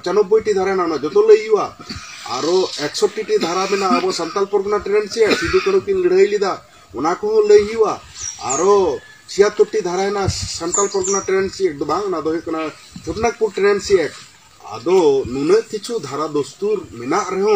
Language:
Santali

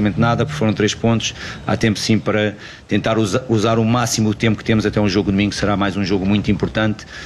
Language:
Portuguese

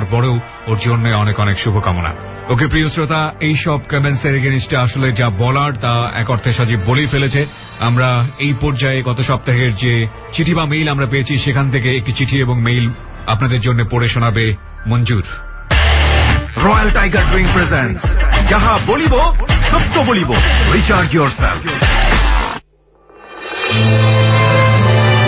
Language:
Bangla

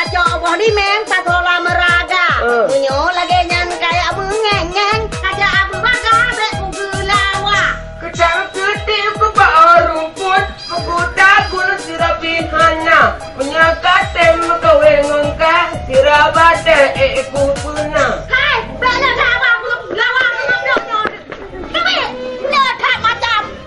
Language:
Achinese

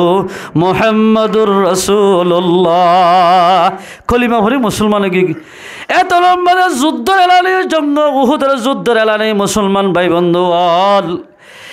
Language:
Rohingya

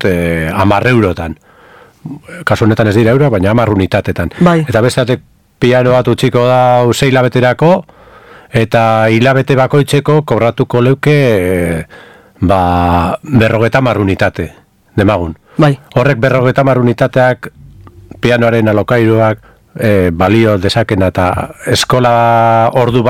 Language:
Basque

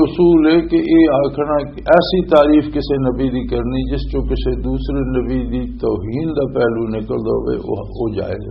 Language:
Western Panjabi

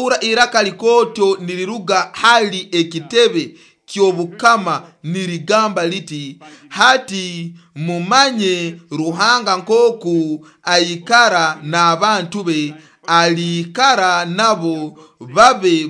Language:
Nyoro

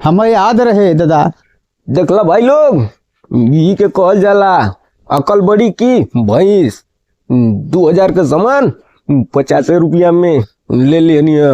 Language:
Bhojpuri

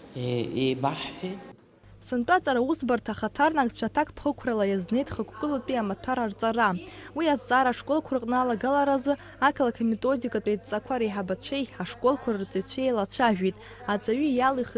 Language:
Abkhazian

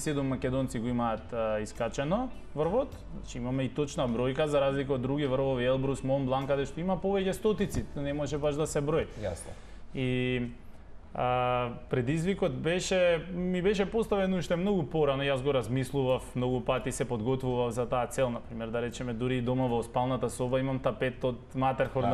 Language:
Macedonian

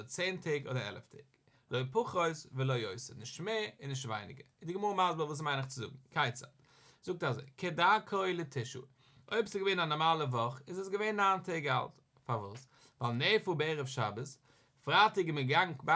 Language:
Yiddish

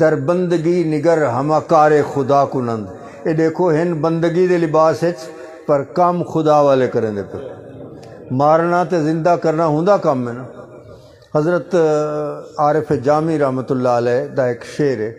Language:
Saraiki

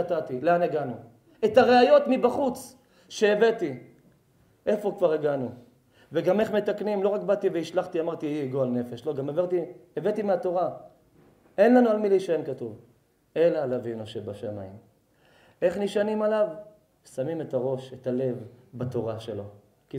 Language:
Hebrew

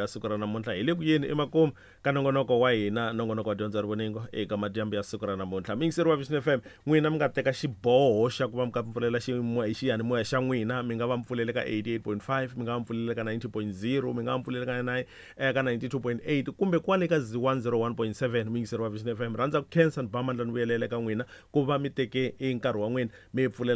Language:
Tsonga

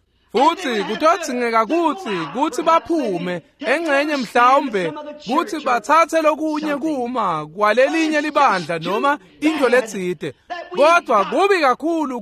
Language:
Swati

